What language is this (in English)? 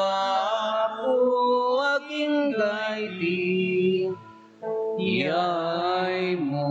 Iloko